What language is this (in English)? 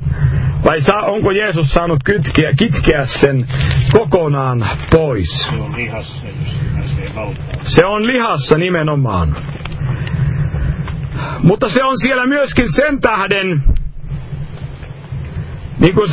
Finnish